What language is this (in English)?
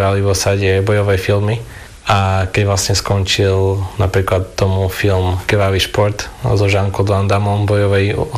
Slovak